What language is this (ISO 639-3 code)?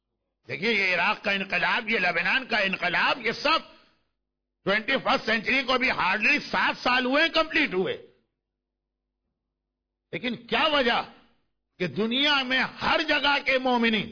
urd